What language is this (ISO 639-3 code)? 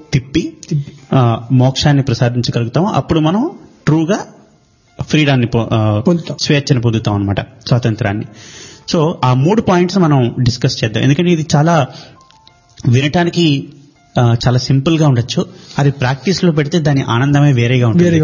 tel